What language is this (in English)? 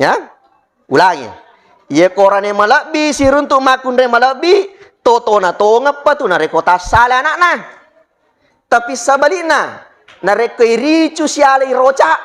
Buginese